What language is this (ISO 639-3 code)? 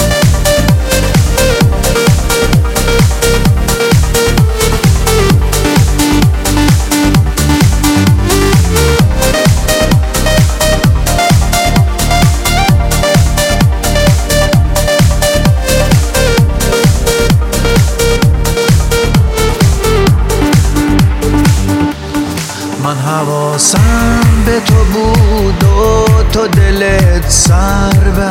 fas